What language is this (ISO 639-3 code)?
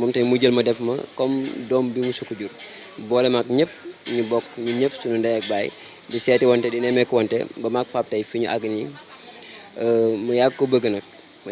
wol